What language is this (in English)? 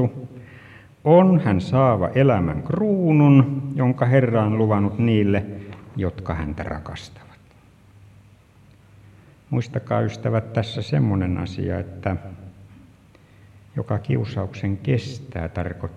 Finnish